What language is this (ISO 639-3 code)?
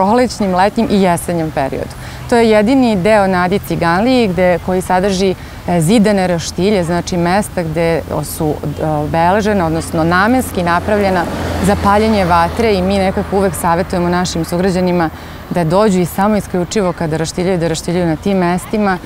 srp